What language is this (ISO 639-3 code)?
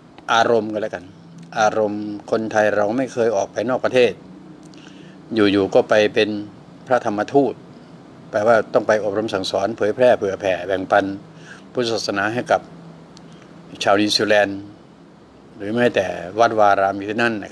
tha